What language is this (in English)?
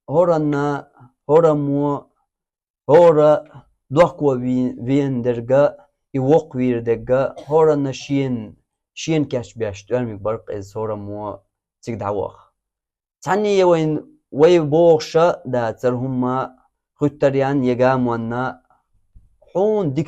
Chechen